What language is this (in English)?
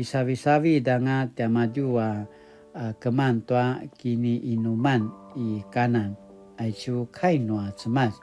Paiwan